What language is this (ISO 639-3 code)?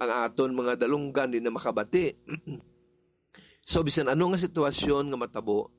hil